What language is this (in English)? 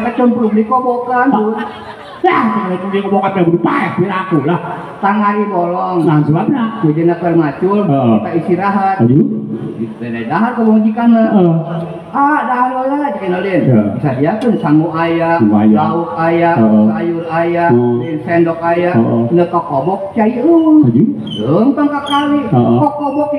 Sundanese